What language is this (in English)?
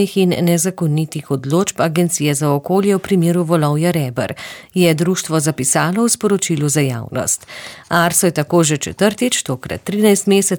Slovenian